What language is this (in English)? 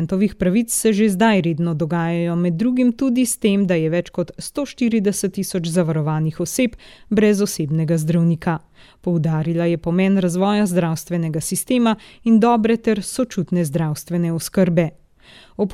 Slovenian